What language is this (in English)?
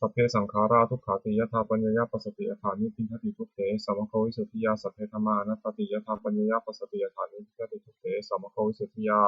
Pali